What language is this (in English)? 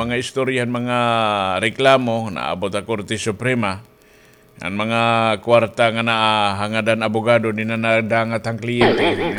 Waray